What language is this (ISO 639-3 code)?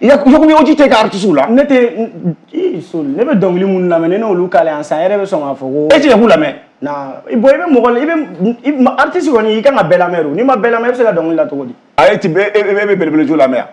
bam